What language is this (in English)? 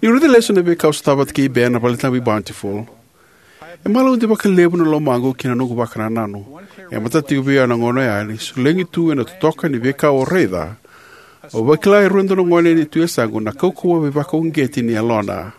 Fijian